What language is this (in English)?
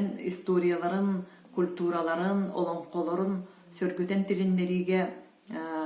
Yakut